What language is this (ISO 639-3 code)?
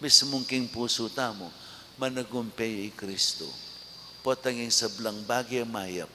pam